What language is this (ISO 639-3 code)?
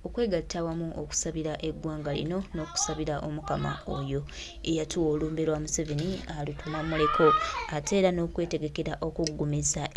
lug